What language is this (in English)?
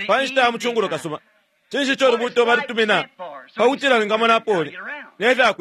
Bemba